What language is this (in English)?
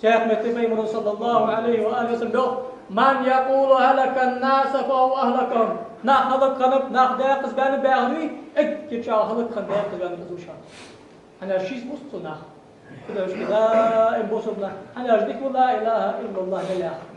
Ingush